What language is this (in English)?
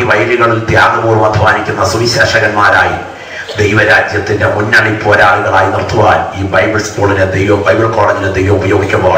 Malayalam